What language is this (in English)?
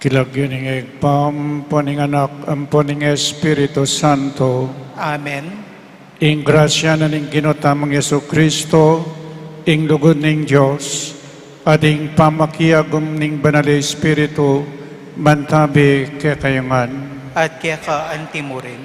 Pampanga